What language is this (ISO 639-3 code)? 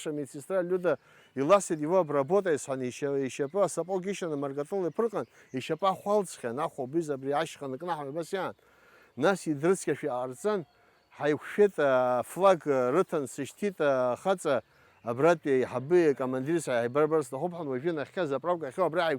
abk